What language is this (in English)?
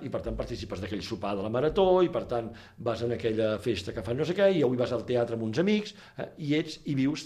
Catalan